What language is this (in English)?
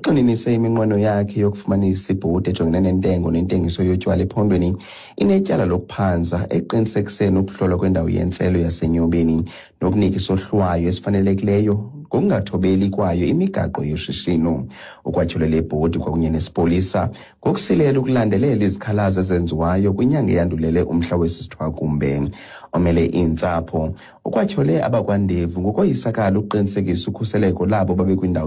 Xhosa